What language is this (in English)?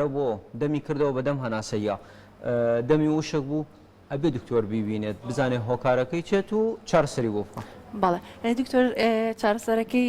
Central Kurdish